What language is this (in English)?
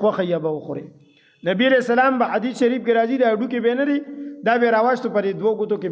Pashto